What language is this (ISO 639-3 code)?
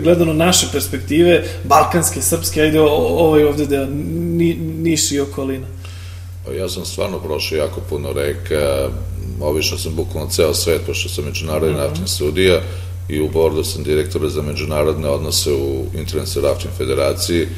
srp